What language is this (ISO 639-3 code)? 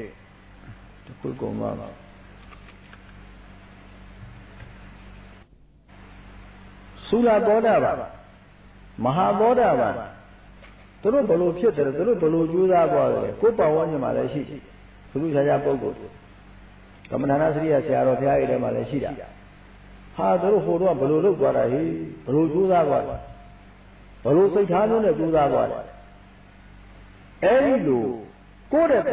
mya